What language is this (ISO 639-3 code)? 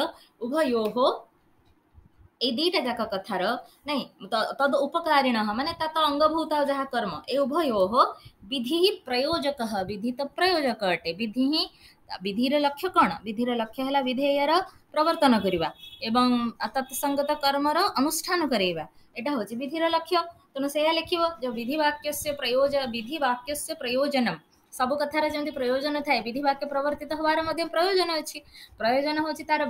ori